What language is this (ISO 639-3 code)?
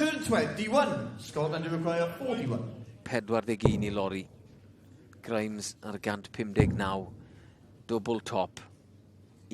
cym